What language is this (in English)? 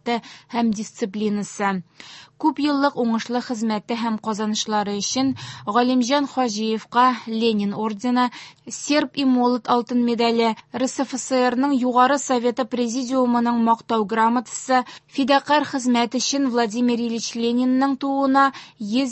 Tatar